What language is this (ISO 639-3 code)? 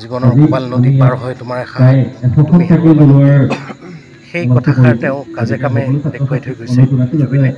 asm